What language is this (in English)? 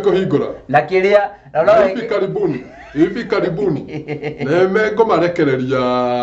Kikuyu